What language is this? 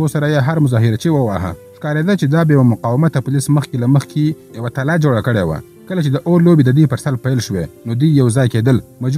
Pashto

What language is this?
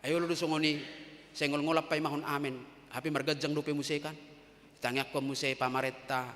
Batak Toba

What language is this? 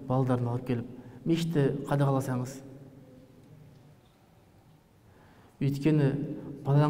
Kazakh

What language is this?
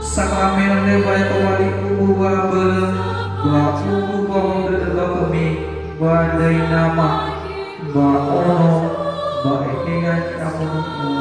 Nias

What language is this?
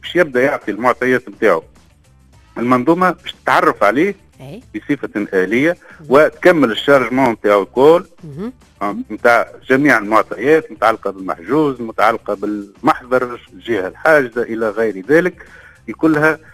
Tunisian Arabic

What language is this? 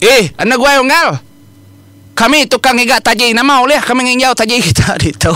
Iban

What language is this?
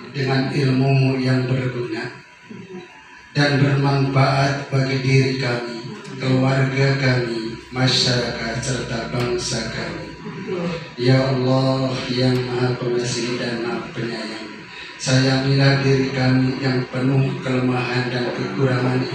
Indonesian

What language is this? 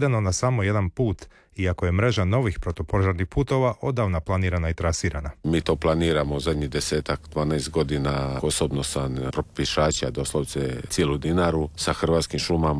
Croatian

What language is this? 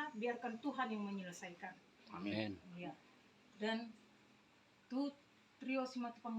Batak Toba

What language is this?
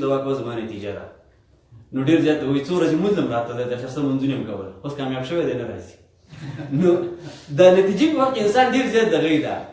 Pashto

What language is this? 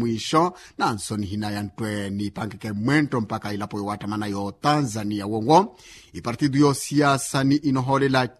Makhuwa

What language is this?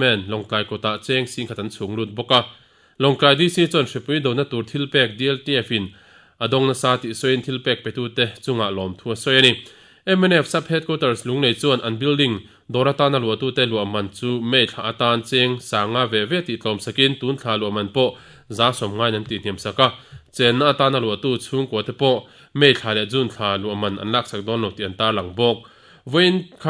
Mizo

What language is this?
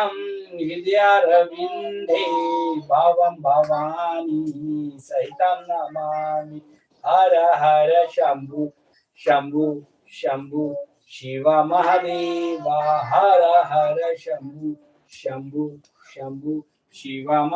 Maithili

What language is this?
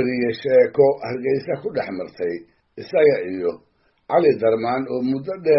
Somali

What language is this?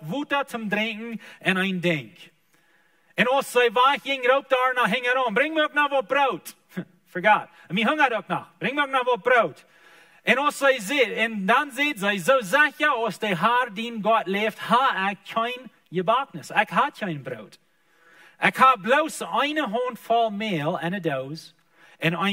Plautdietsch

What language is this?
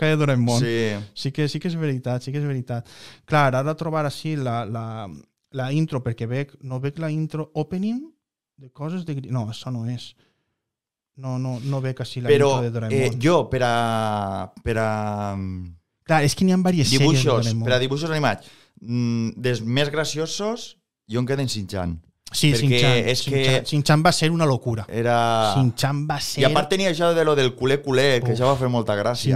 Catalan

